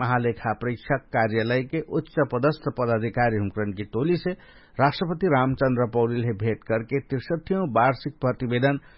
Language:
Dangaura Tharu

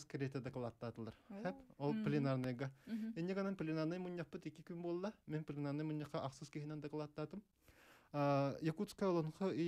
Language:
Yakut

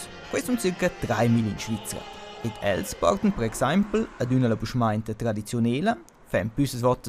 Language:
Romansh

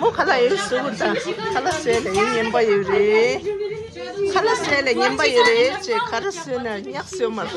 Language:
Tibetan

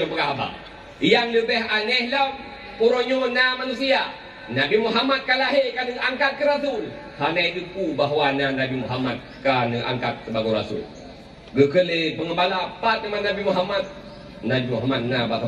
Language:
Achinese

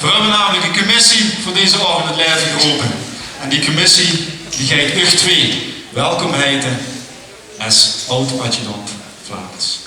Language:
Limburgish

